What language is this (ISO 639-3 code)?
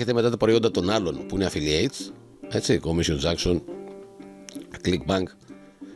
ell